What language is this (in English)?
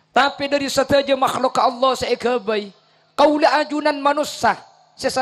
Madurese